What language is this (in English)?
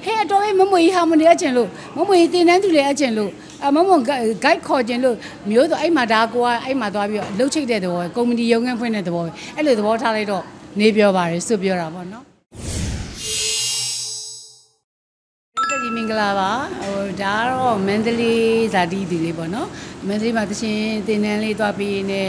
Burmese